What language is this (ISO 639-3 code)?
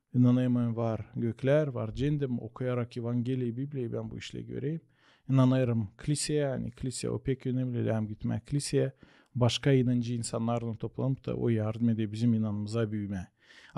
gag